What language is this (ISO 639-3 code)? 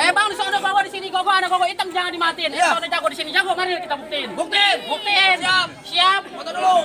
bew